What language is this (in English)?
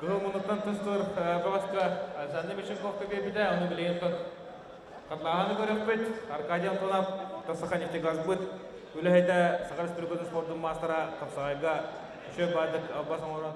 Yakut